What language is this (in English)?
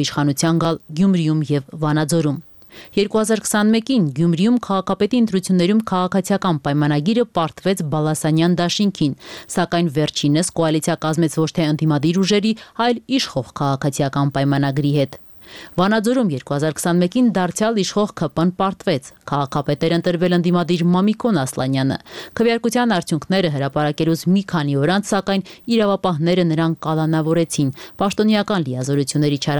Armenian